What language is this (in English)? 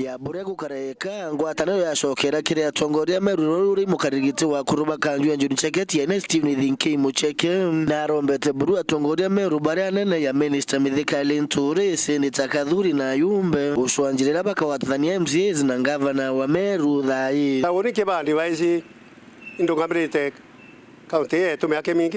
Meru